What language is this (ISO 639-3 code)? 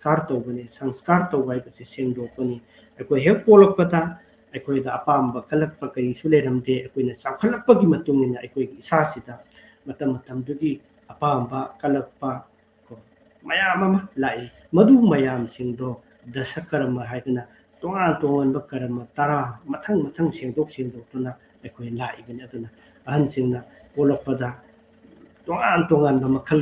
mni